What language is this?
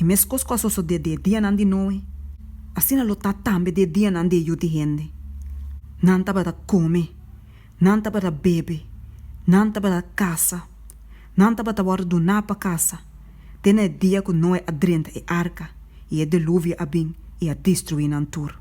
Papiamento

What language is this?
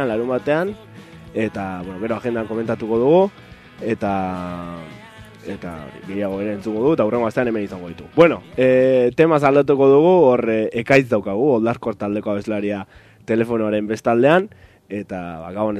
Basque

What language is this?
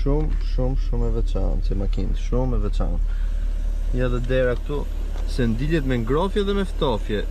Albanian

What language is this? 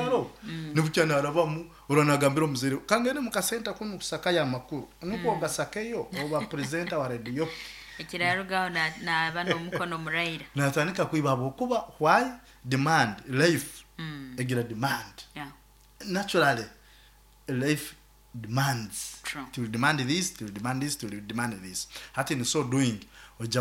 Nyoro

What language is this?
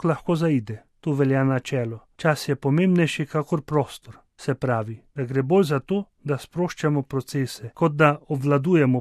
Slovenian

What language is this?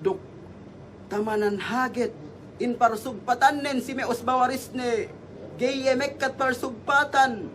Yakan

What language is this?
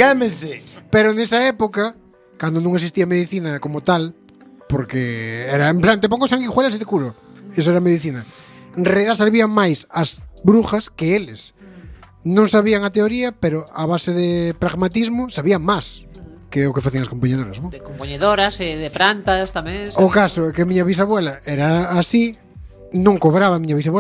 Galician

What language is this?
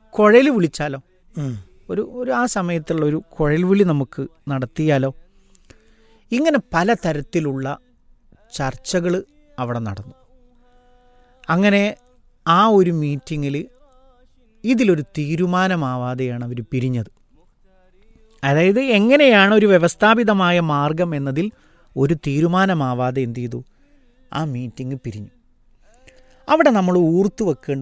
Malayalam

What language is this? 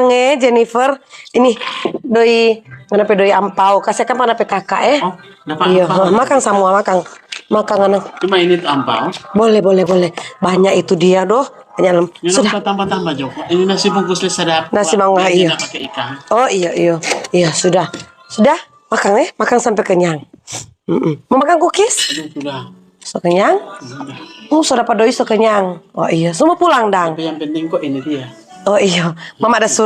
Manado Malay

